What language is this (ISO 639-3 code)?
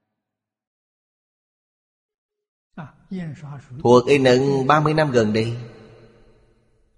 vie